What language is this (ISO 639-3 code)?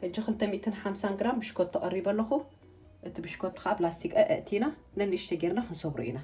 tir